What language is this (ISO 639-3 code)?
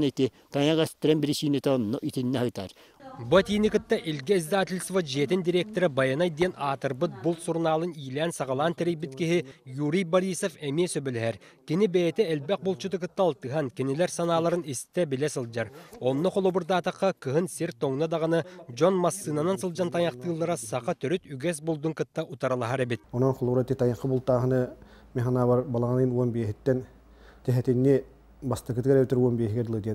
sah